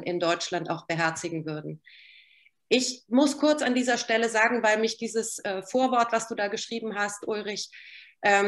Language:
German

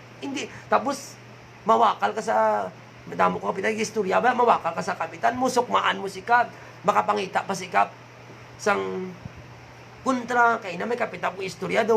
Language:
Hiligaynon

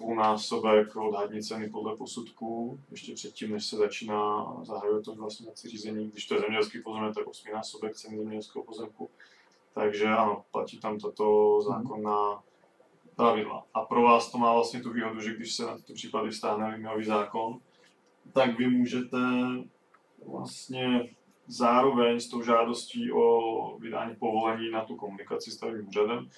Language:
Czech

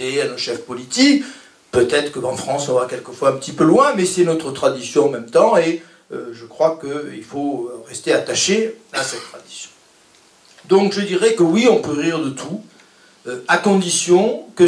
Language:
French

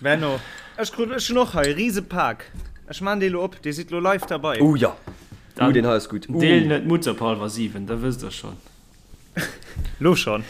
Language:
Luxembourgish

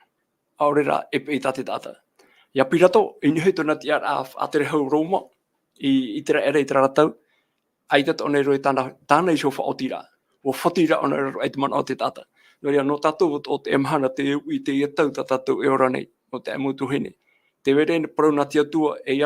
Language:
Tahitian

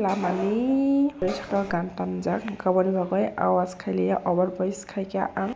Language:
Kok Borok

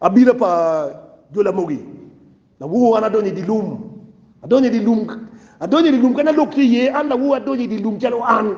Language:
Acoli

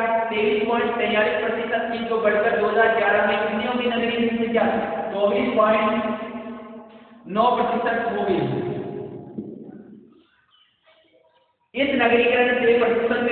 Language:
Hindi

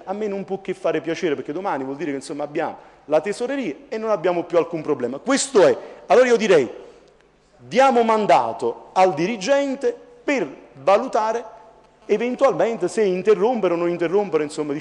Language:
Italian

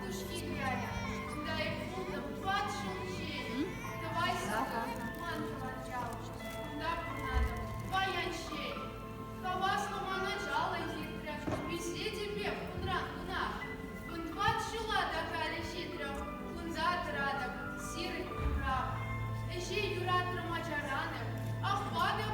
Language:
Chuvash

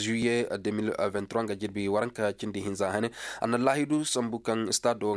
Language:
Zarma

